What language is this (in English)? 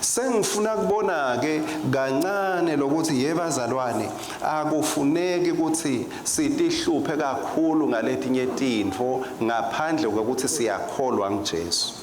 Swati